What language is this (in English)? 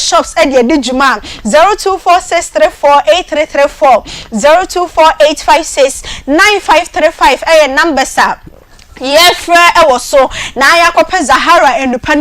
Akan